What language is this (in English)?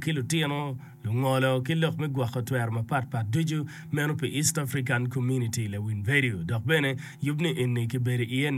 Acoli